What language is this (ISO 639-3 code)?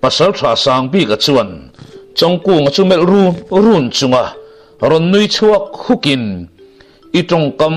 lus